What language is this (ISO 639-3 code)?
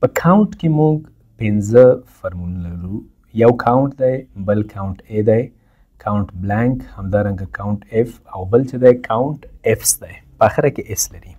pus